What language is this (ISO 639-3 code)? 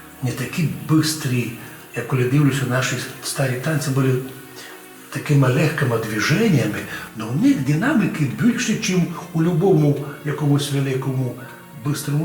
rue